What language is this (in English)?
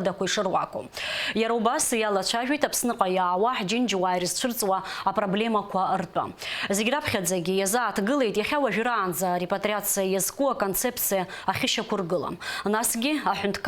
Abkhazian